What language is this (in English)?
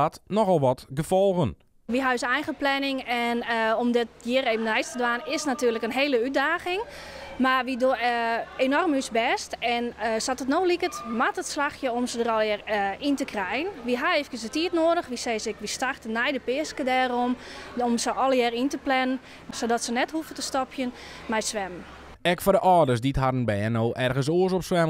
Western Frisian